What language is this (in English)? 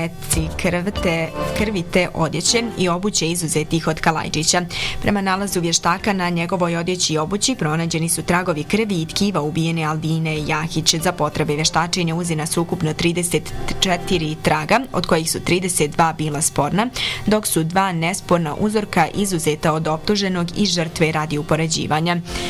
Bosnian